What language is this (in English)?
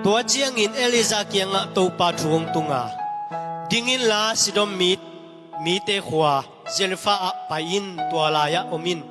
Tedim Chin